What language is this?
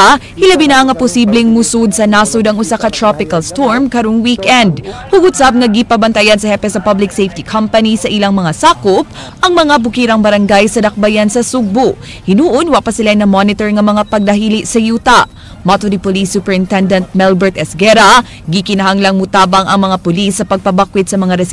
Cebuano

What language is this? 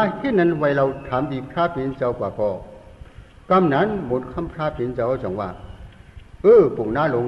Shan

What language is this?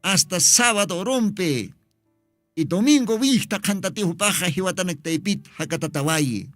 Aymara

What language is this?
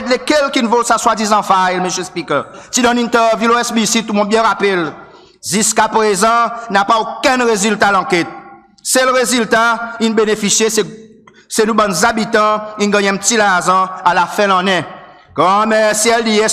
Seselwa Creole French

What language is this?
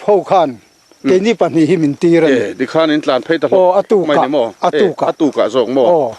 Mizo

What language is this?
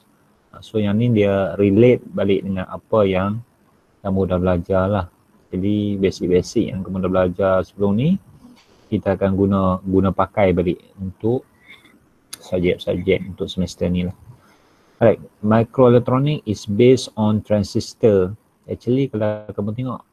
Malay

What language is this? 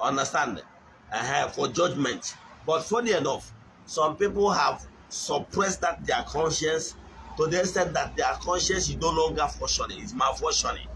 Igbo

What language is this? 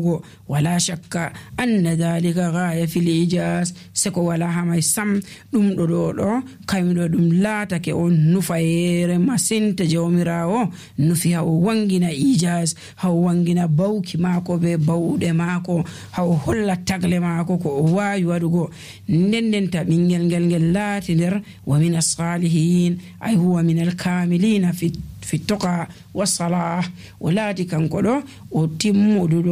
Nigerian Fulfulde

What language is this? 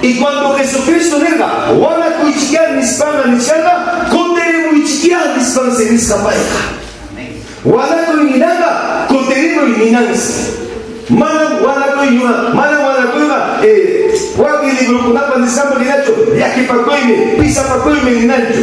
Ayacucho Quechua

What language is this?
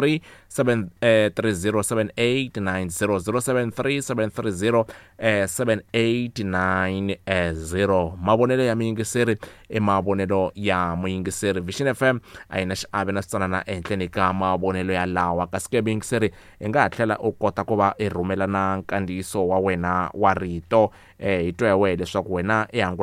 Tsonga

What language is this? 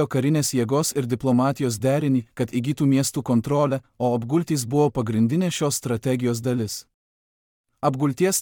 Lithuanian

